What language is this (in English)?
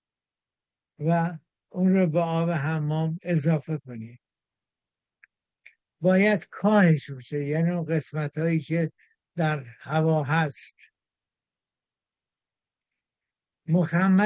Persian